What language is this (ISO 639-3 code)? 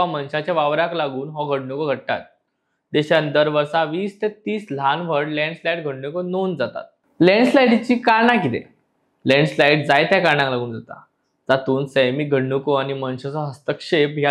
kok